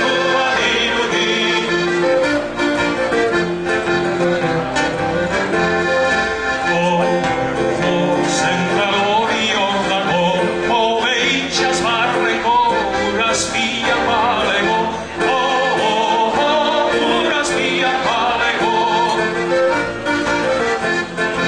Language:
Basque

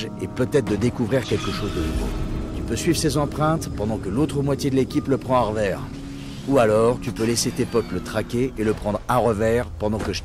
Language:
French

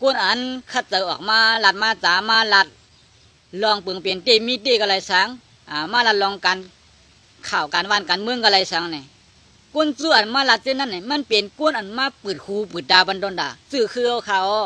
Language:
Shan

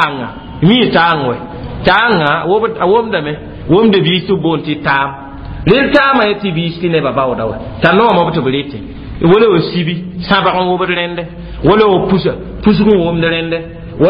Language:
Mossi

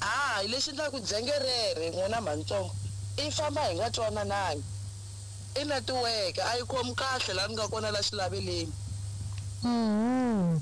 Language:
Tsonga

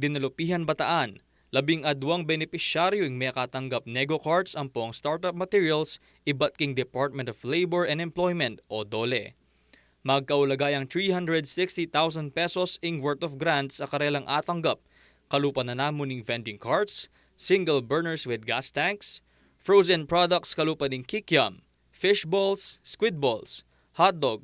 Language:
Pampanga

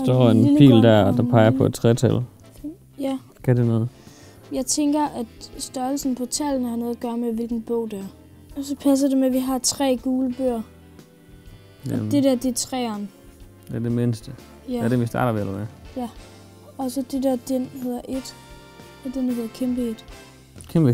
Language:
Danish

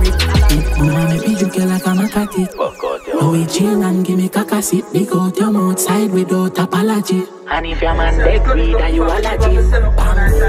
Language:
Jamaican Creole English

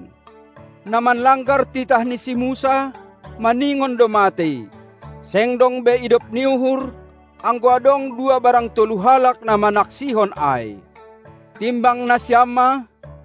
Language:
Batak Simalungun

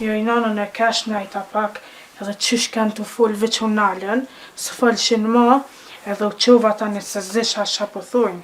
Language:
Albanian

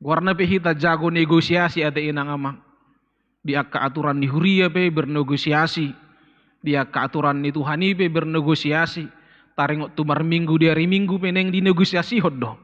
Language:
Batak Toba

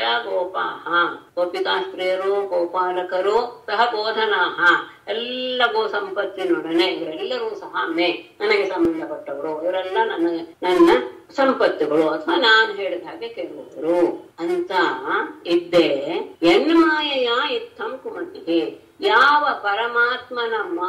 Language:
Kannada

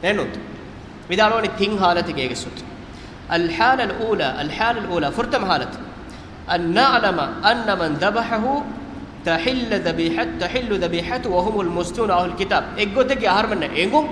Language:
Divehi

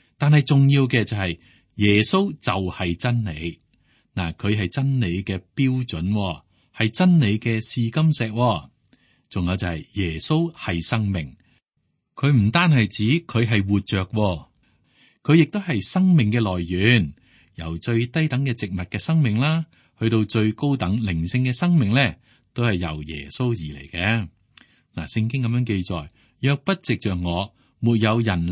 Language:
Cantonese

